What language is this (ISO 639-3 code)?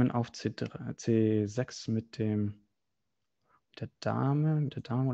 deu